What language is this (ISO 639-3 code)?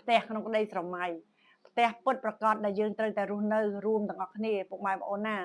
khm